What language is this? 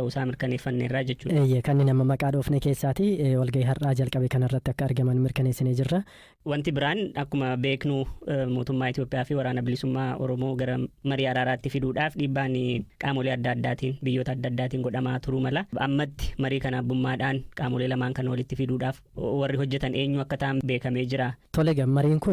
Oromo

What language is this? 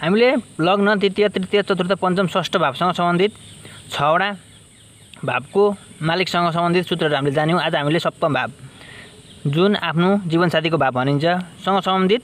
Nepali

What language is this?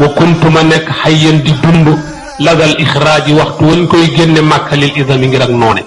Wolof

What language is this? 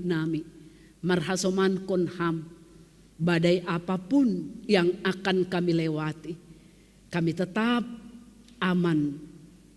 Batak Simalungun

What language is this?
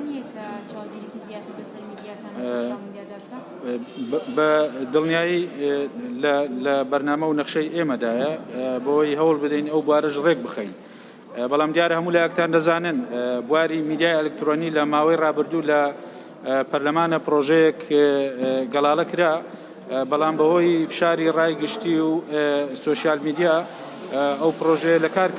Central Kurdish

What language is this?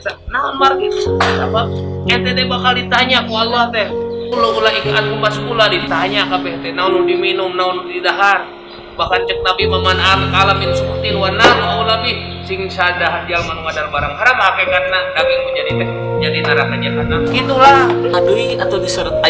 Sundanese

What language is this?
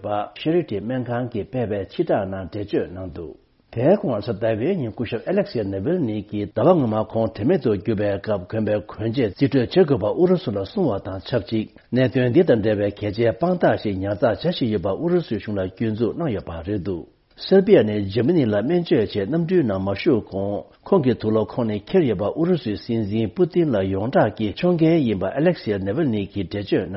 Tibetan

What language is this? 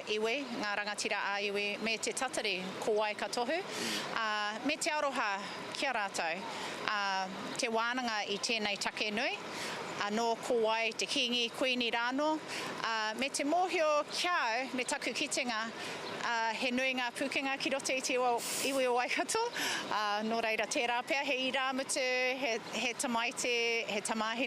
Māori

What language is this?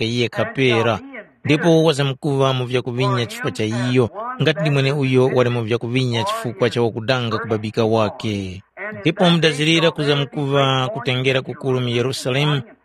Tumbuka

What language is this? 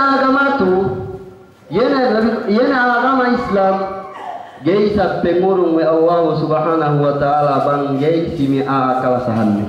Yakan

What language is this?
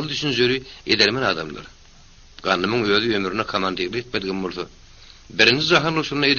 Turkmen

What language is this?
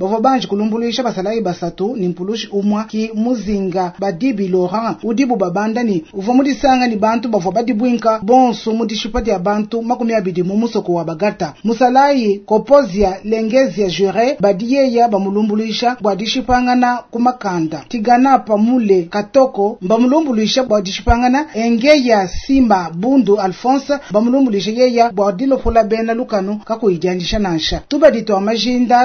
Luba-Lulua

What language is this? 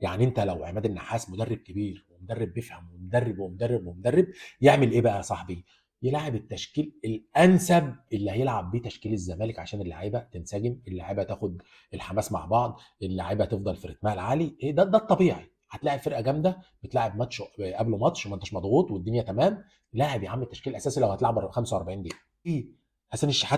Egyptian Arabic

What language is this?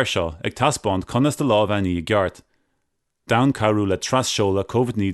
Irish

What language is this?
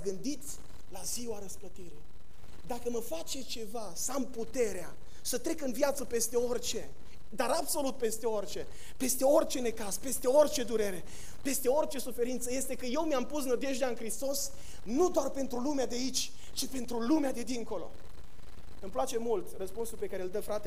Romanian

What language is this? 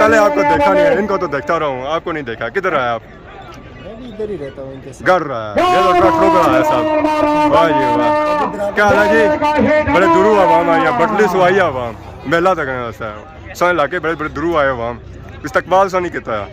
Pahari-Potwari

